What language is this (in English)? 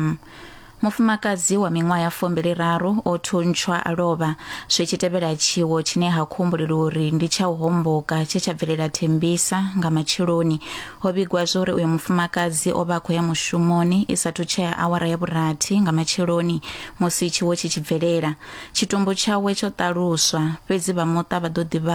Venda